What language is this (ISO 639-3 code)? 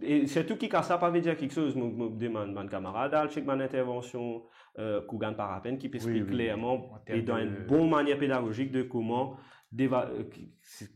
mfe